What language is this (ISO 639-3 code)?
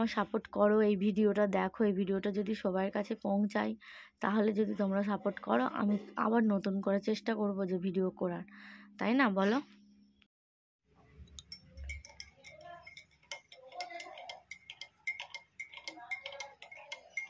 ben